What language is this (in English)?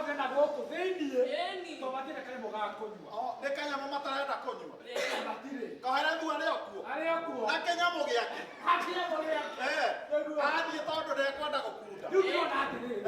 Kikuyu